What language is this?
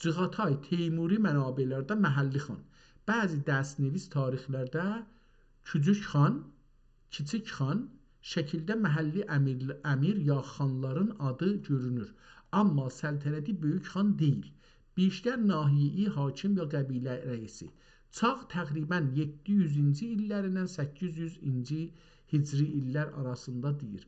South Azerbaijani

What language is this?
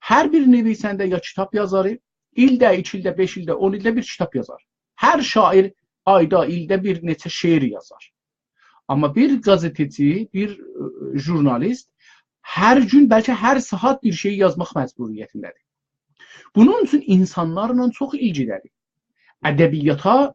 South Azerbaijani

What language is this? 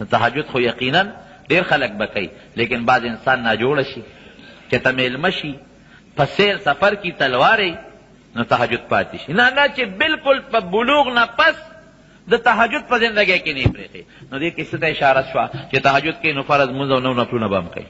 Pashto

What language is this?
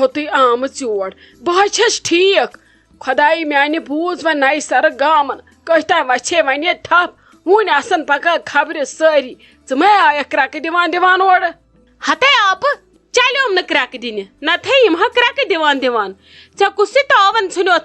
Kashmiri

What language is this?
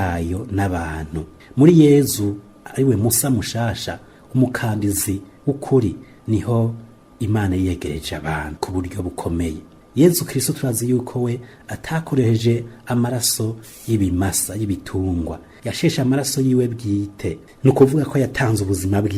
Rundi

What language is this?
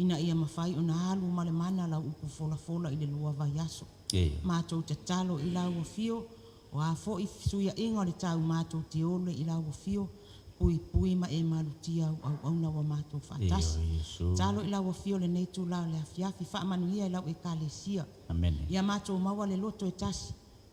Samoan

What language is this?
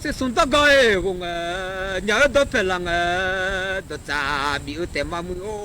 Akha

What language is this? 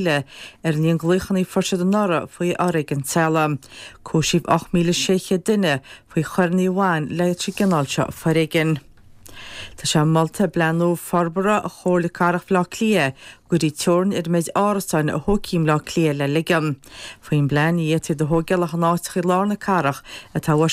Irish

